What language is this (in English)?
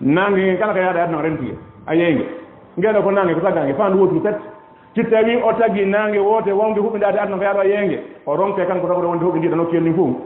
Fula